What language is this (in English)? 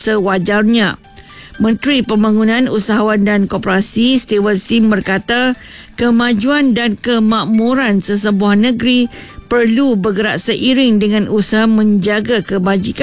Malay